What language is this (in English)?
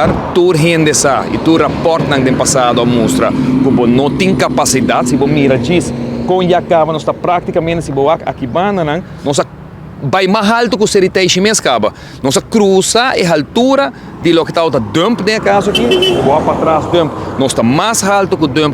Papiamento